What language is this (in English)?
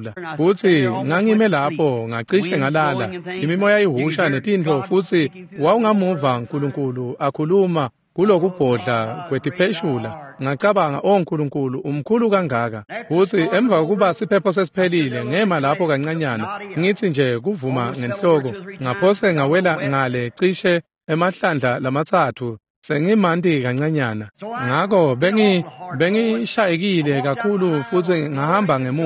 Swati